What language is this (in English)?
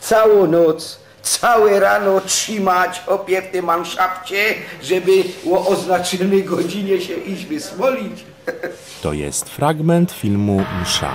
Silesian